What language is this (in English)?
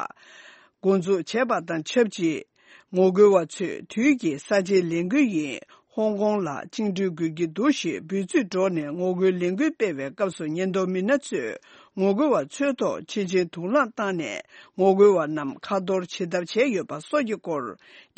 Tibetan